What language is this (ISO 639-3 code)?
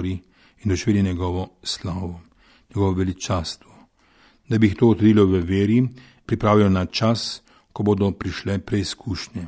slv